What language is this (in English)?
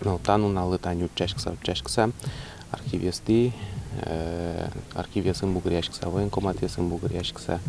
Udmurt